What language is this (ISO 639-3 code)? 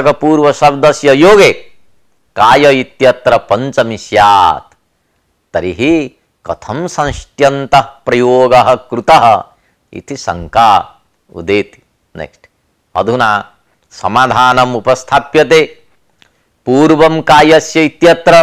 san